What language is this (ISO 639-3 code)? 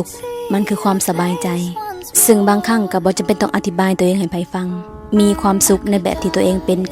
lao